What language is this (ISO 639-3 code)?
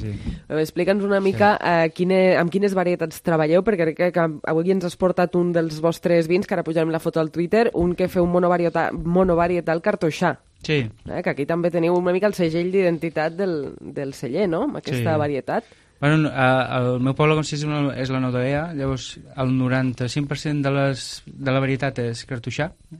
cat